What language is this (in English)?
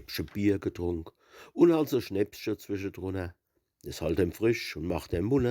Palatine German